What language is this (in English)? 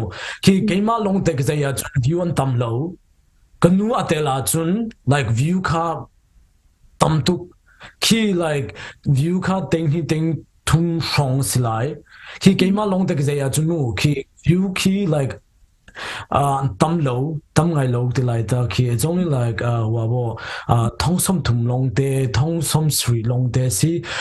Hakha Chin